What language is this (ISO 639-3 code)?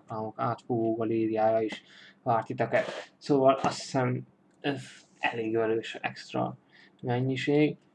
hun